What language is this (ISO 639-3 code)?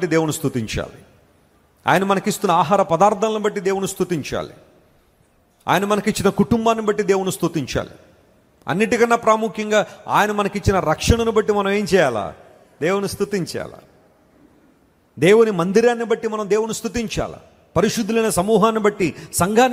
tel